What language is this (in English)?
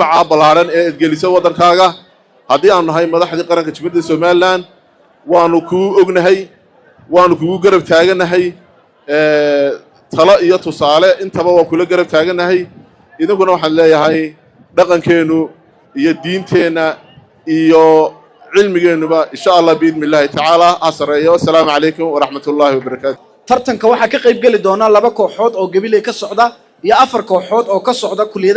Somali